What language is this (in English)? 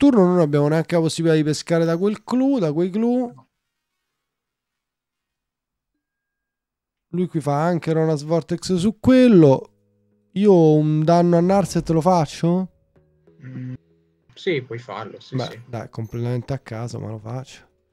Italian